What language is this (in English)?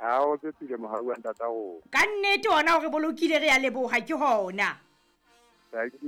Southern Sotho